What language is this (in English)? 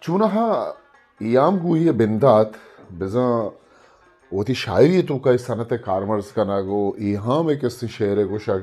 Eastern Balochi